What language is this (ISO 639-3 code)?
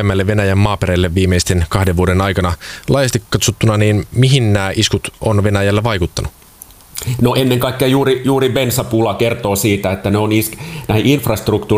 fin